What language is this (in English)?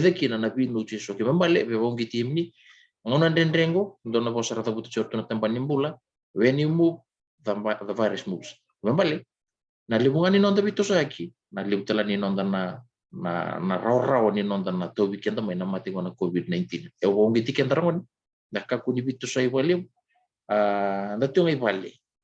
Fijian